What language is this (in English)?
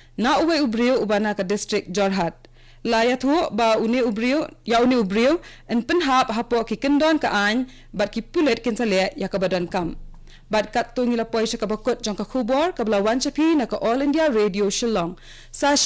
Khasi